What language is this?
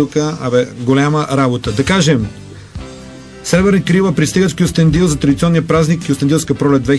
Bulgarian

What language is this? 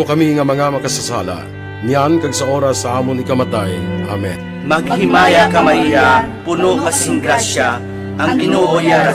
Hiligaynon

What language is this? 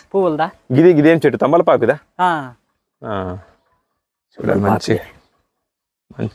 Telugu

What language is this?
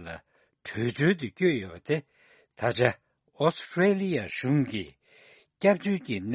Tibetan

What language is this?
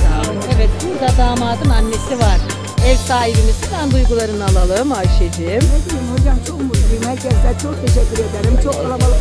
Turkish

